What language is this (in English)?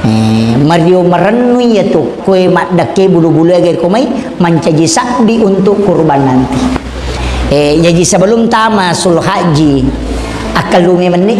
Buginese